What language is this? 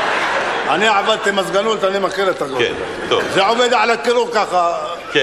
Hebrew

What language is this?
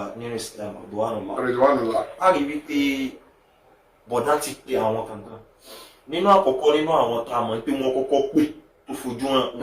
Yoruba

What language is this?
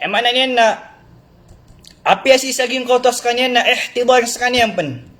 Maranao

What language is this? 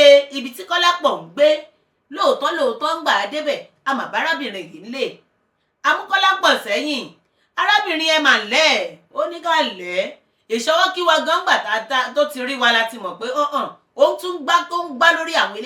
Yoruba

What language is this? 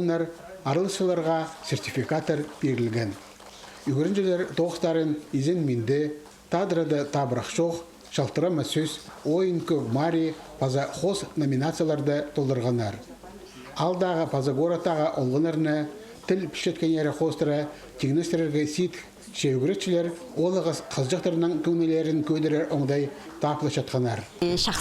Khakas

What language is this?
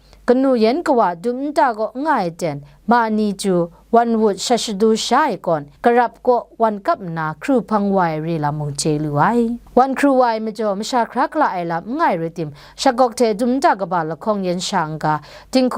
Kachin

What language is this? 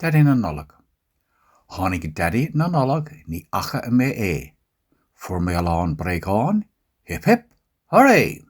Irish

